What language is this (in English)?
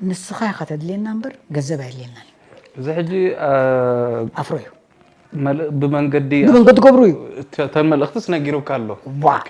Tigrinya